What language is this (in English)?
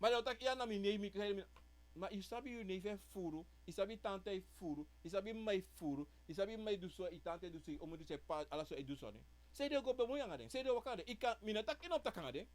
Sranan Tongo